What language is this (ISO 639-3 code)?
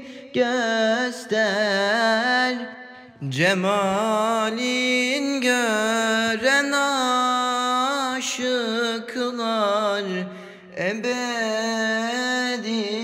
tur